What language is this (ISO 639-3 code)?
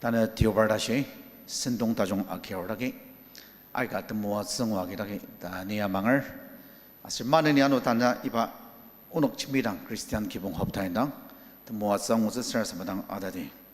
njo